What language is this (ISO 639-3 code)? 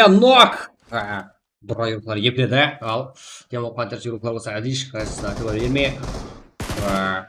kaa